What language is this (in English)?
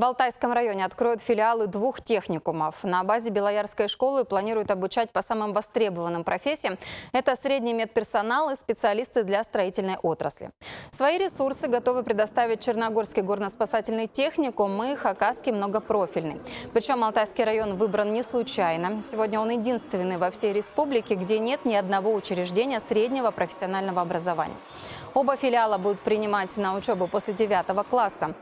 Khakas